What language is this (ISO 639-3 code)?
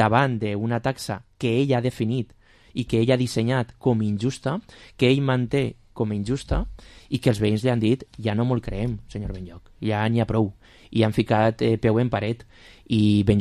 cat